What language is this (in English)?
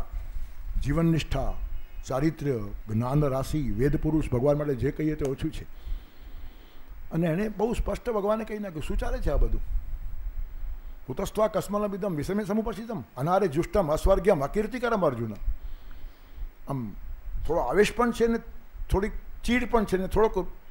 Gujarati